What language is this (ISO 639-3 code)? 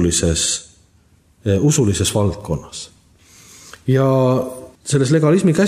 est